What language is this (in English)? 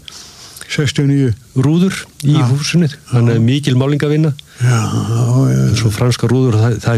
Icelandic